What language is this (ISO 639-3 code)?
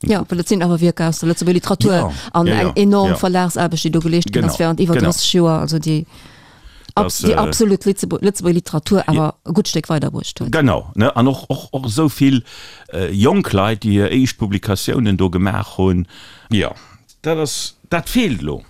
ltz